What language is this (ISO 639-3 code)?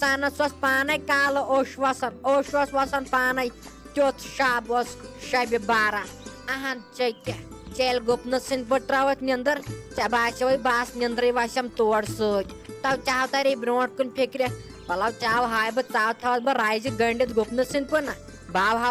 kas